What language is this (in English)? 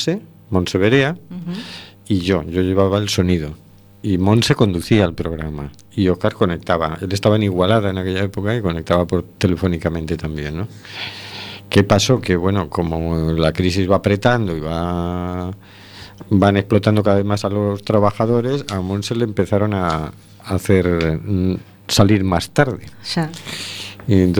Spanish